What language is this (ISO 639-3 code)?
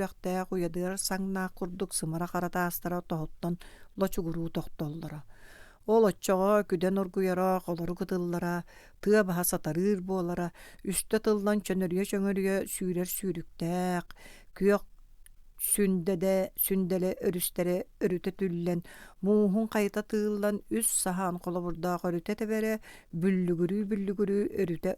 sah